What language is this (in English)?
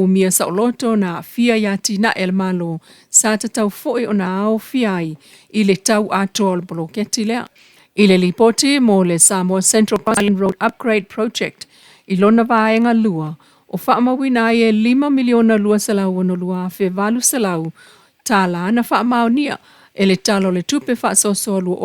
Samoan